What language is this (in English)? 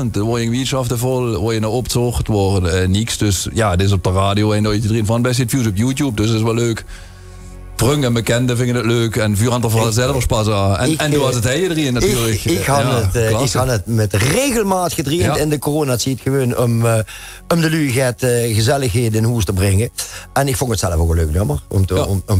Limburgish